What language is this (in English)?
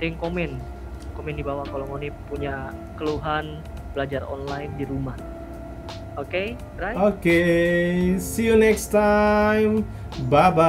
Manado Malay